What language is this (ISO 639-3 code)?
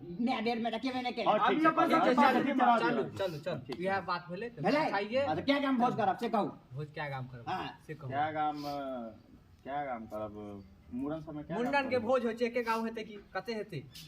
mai